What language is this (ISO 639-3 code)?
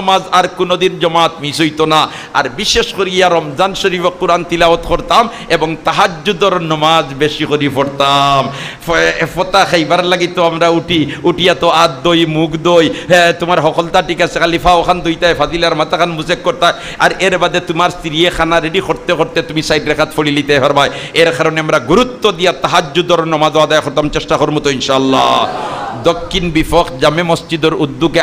syl